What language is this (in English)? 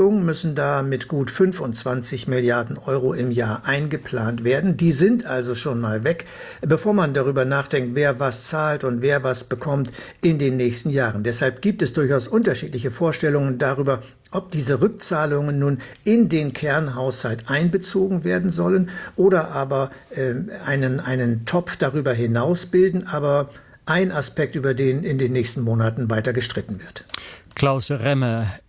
German